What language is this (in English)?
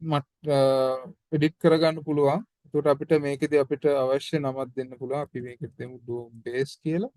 Sinhala